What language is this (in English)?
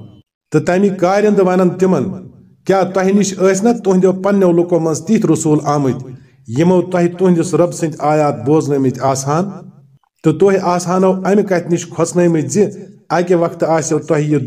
Kashmiri